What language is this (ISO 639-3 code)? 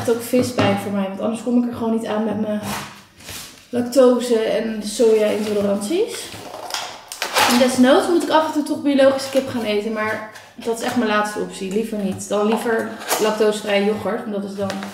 nld